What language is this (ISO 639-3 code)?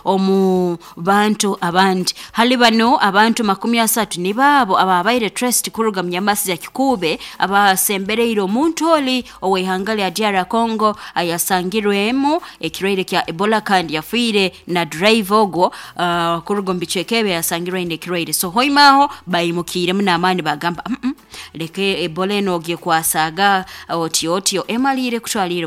nyo